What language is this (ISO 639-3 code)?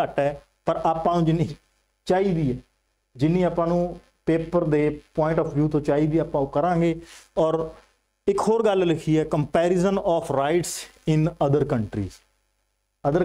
pan